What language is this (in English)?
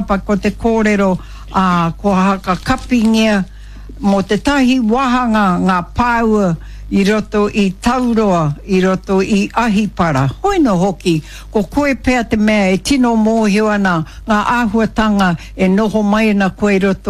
Māori